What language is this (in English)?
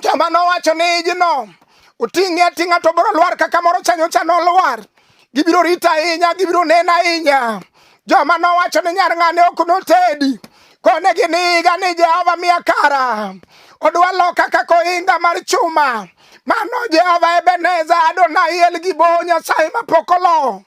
Luo (Kenya and Tanzania)